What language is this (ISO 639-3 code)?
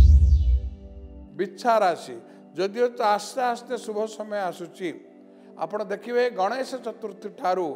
ori